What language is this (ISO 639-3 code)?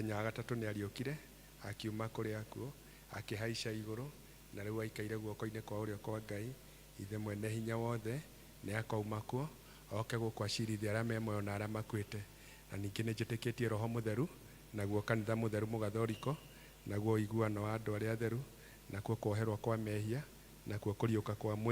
kik